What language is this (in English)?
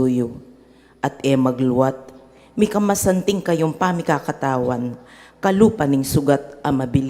Pampanga